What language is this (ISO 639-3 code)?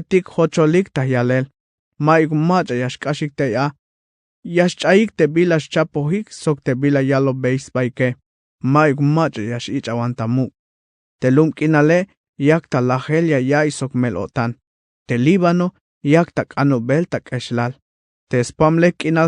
tzh